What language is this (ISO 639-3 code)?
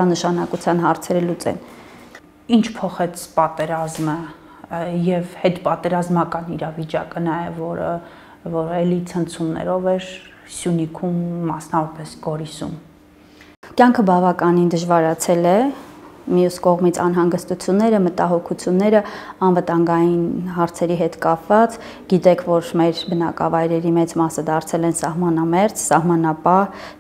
hye